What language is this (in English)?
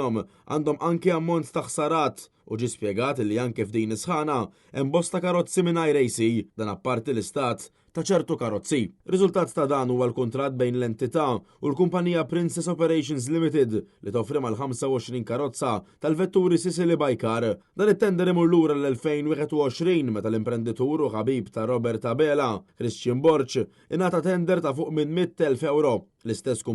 Maltese